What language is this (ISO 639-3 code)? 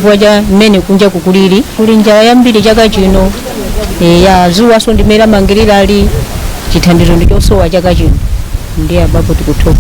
nya